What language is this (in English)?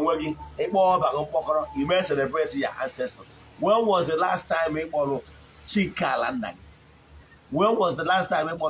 Igbo